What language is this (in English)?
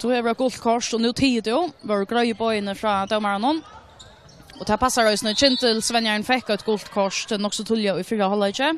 Faroese